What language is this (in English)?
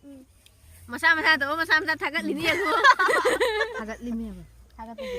Manipuri